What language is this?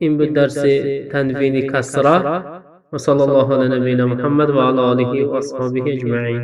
Tajik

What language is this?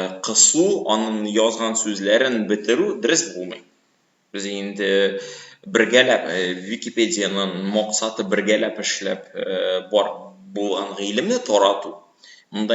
Tatar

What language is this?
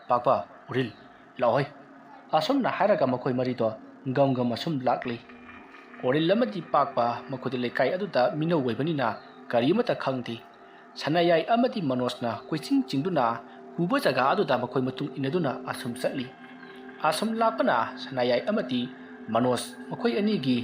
Manipuri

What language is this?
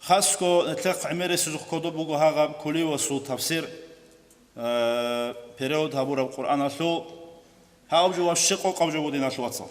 Avaric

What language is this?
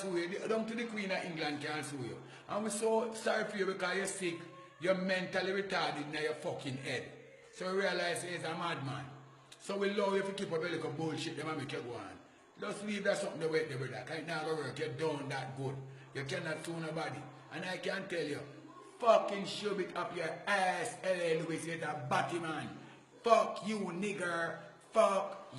Jamaican Creole English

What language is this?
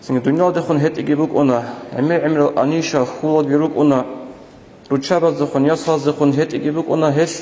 Avaric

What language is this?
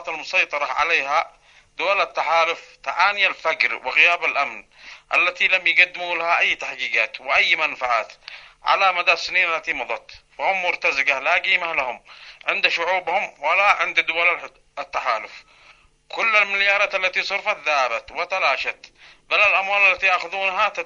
Arabic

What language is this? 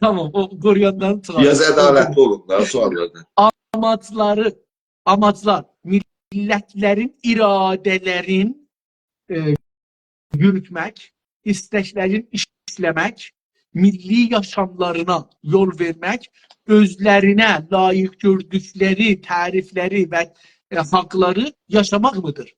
South Azerbaijani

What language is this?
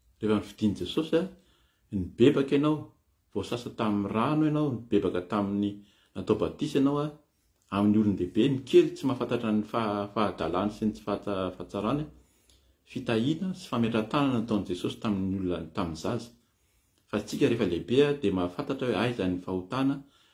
Malagasy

